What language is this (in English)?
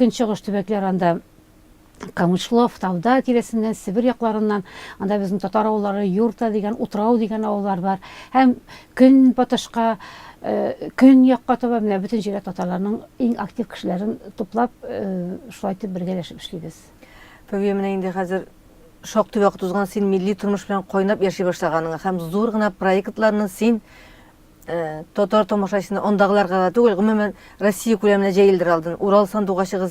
Tatar